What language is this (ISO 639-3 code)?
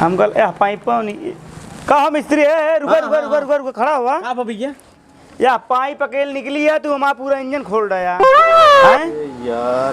awa